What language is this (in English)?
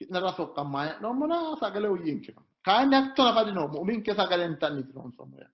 Sidamo